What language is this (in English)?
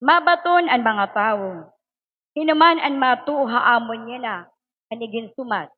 Waray